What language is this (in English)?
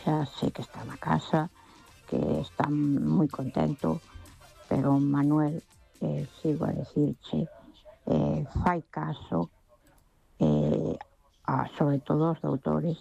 Galician